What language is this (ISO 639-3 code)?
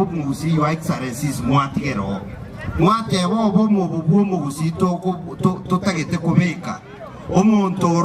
guz